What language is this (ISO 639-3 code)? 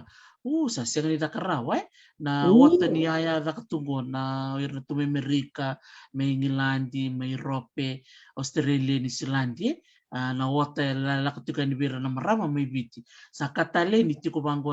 fij